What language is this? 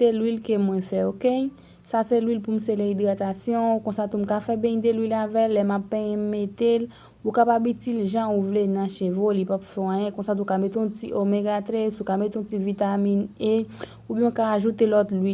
Haitian Creole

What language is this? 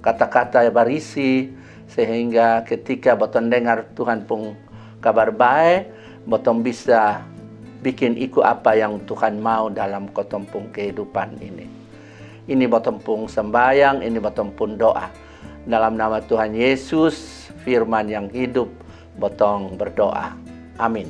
Kupang Malay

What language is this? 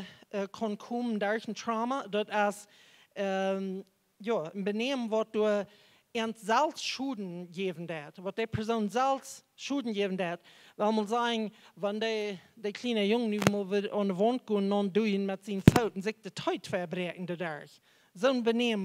Plautdietsch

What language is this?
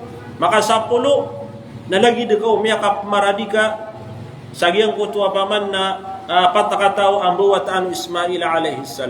Maranao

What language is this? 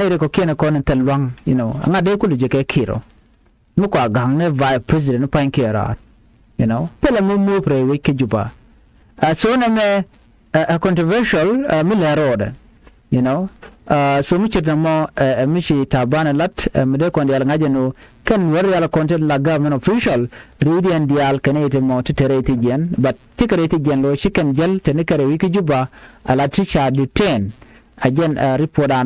Nuer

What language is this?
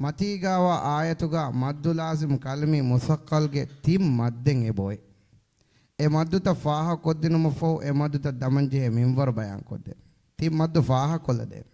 Divehi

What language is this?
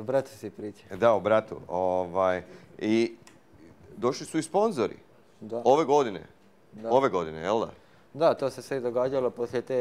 Croatian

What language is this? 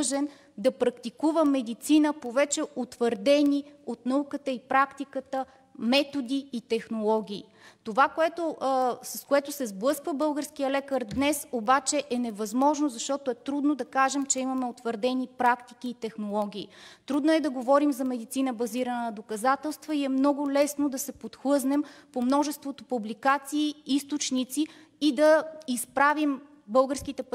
Bulgarian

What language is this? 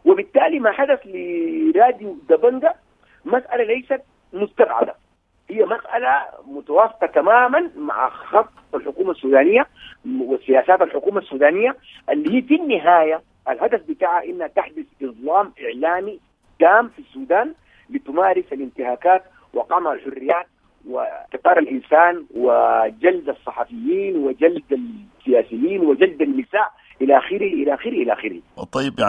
Sudanese Arabic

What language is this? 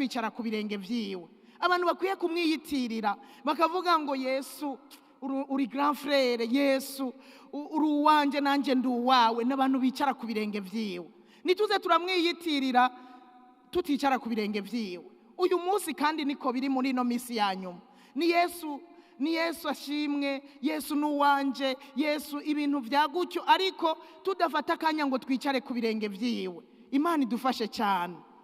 Rundi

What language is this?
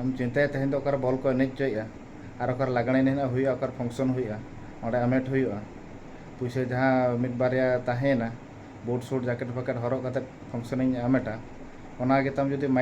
Santali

